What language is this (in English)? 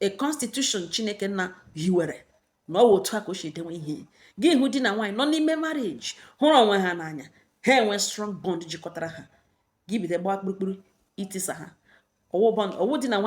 Igbo